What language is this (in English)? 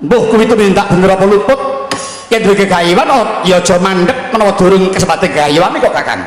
Javanese